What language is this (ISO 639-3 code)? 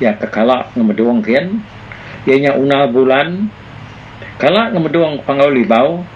iba